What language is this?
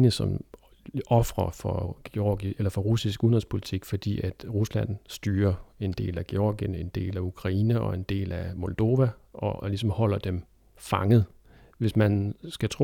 Danish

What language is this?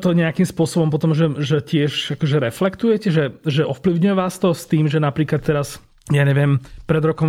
Slovak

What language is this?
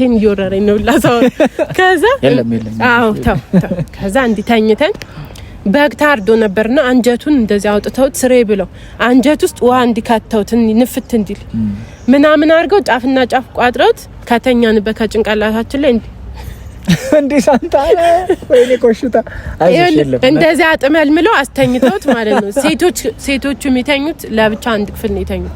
Amharic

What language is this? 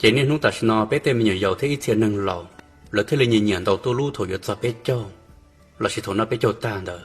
Hmong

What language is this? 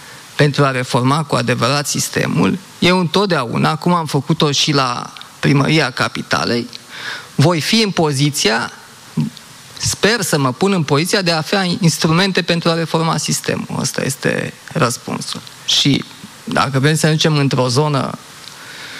Romanian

